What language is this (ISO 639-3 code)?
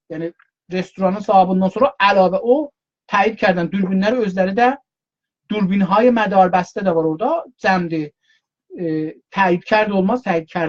azb